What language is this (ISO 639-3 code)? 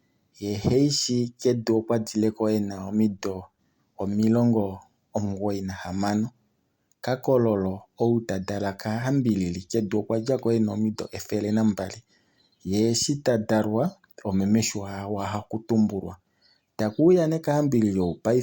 kua